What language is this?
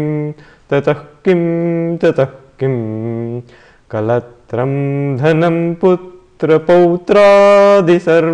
Sanskrit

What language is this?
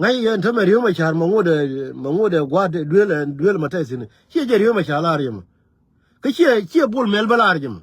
Nuer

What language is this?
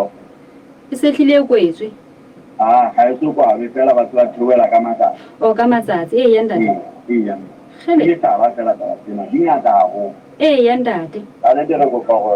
Southern Sotho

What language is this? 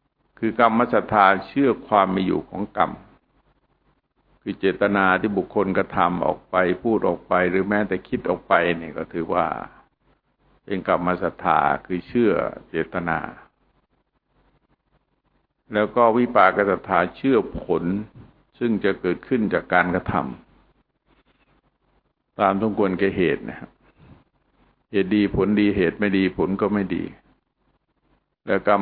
Thai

